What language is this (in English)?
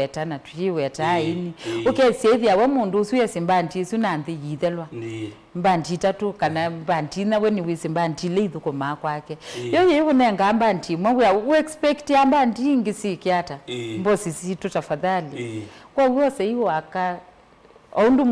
Kamba